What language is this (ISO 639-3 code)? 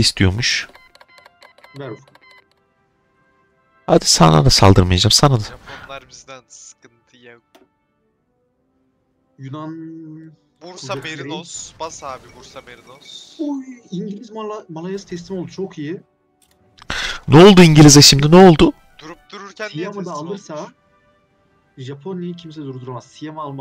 tur